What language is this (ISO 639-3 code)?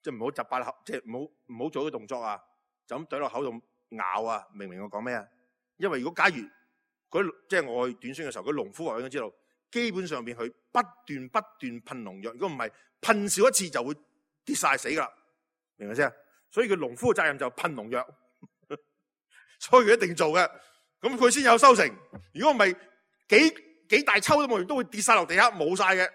yue